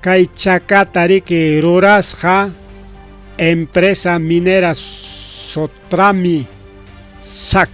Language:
Ayacucho Quechua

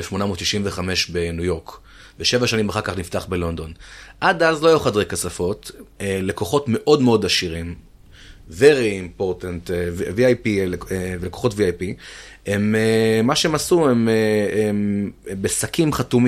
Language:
Hebrew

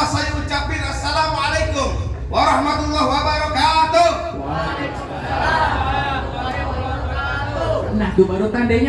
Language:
Betawi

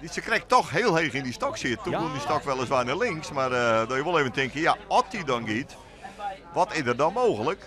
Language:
Western Frisian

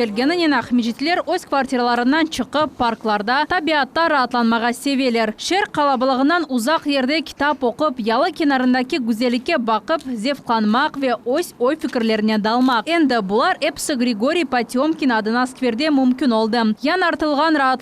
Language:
Crimean Tatar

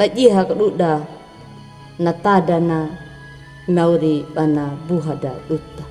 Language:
Anakalangu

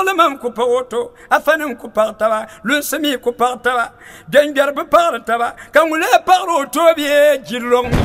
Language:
Dagbani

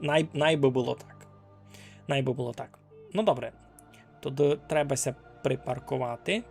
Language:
Rusyn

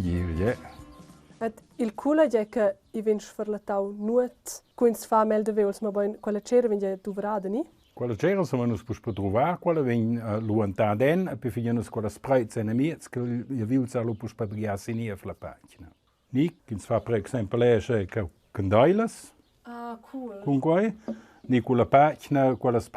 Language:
Romansh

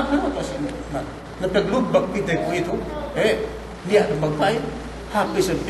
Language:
Yakan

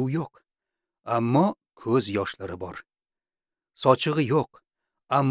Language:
Uzbek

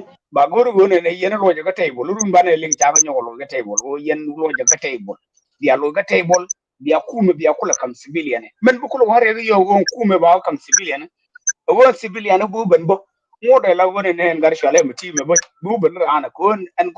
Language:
Nuer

